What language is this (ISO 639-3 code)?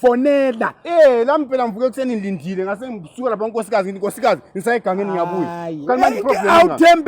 zul